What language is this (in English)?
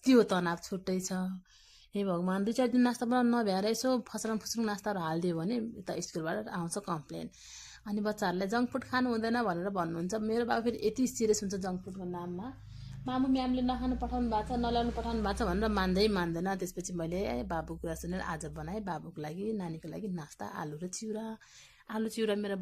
Nepali